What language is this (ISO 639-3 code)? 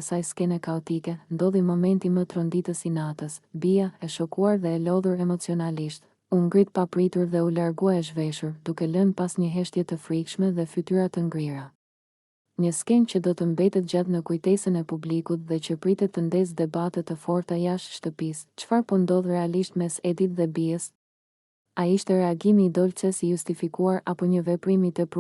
sqi